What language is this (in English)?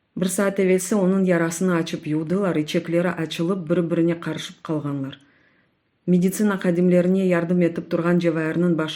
Crimean Tatar